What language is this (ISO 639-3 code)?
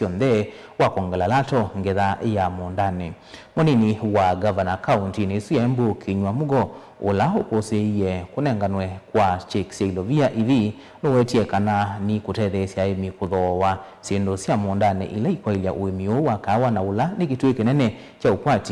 kam